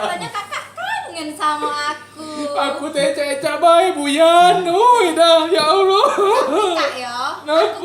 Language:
Musi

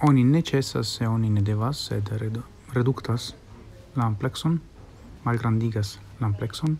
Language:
Esperanto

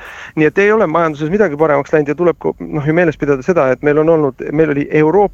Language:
Estonian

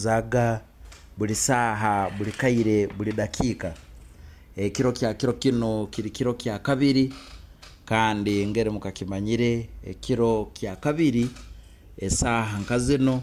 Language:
Nyoro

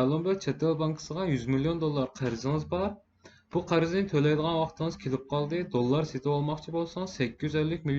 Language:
Uyghur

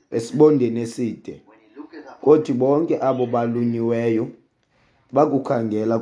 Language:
Xhosa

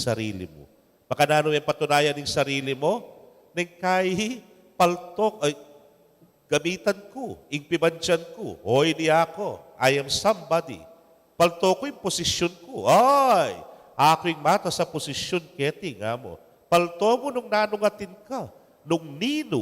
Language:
Pampanga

